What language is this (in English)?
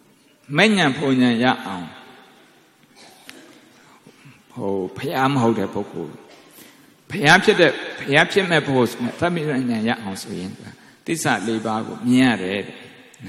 Burmese